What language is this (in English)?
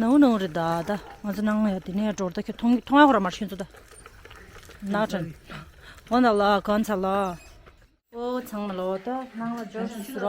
Tibetan